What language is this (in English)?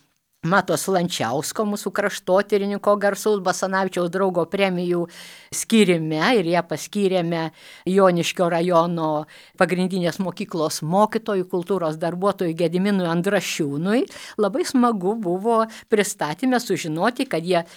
Lithuanian